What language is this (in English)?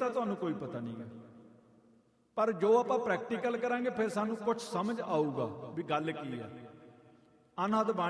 Punjabi